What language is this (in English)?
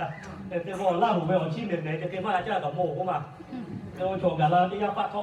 Lahu